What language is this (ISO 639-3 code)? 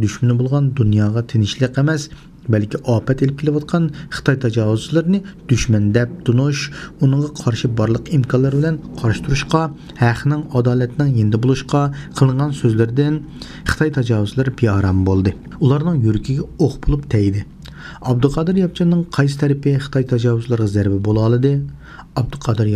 uig